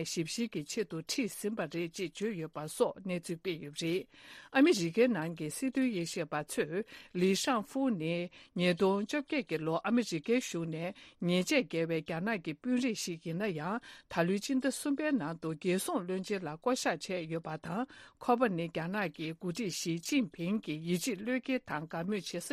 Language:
Tibetan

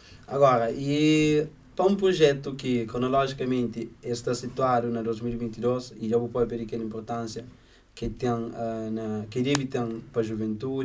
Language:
Kabuverdianu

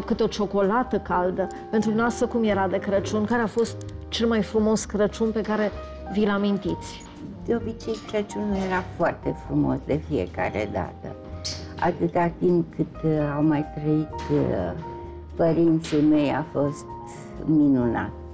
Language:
Romanian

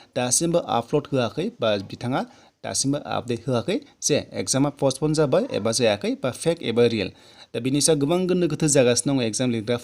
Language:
Bodo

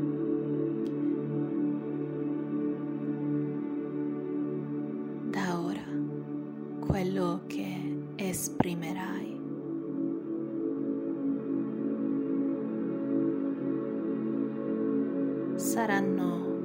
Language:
Italian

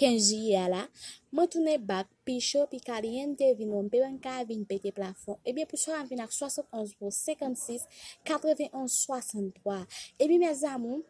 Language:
Haitian Creole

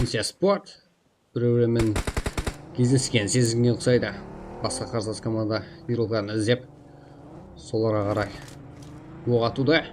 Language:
Kara-Kalpak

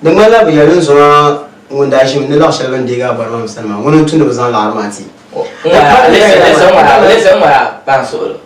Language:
Dagbani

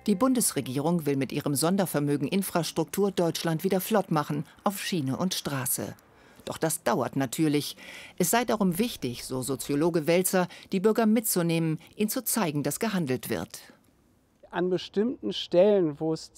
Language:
German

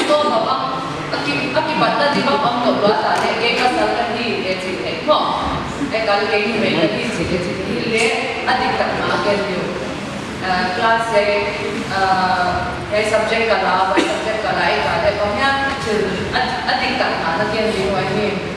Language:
Paite Chin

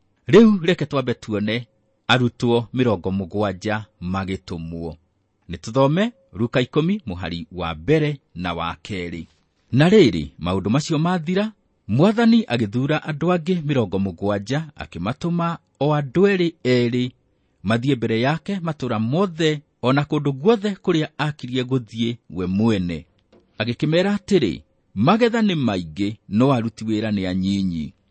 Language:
Kikuyu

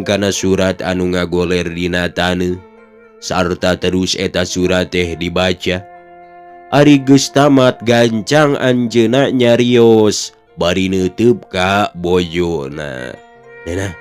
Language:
Sundanese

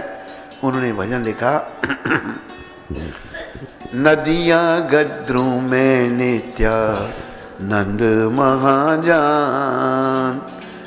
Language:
Hindi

